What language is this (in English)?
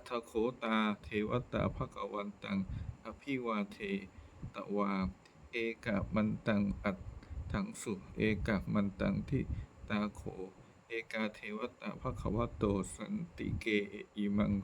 Pali